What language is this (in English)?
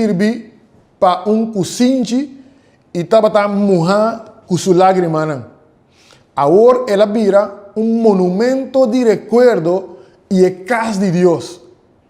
Papiamento